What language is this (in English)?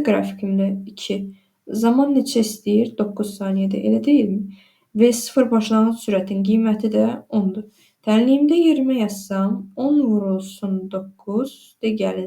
Azerbaijani